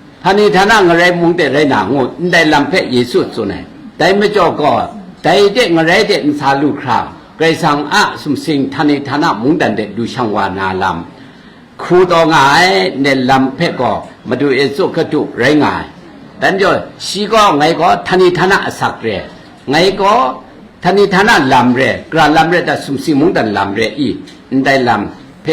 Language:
Kachin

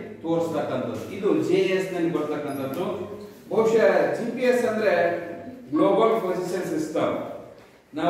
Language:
Kannada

